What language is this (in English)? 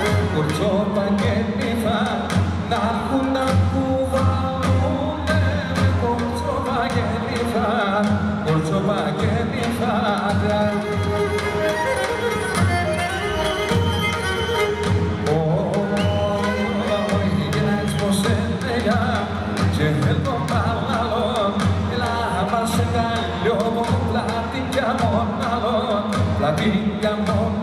Greek